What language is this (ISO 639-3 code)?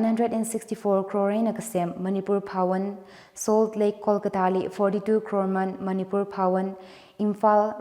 nmf